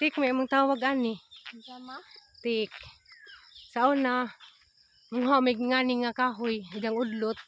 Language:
Cebuano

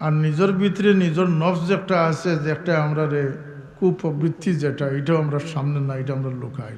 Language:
Sylheti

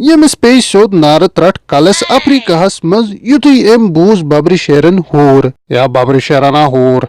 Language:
Kashmiri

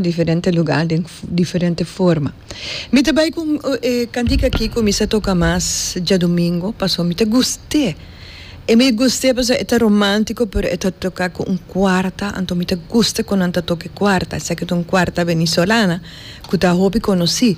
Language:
Papiamento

